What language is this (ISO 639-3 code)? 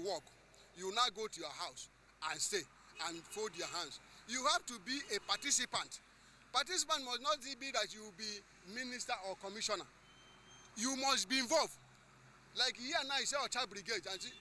ibo